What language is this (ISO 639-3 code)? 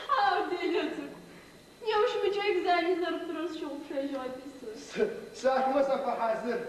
ady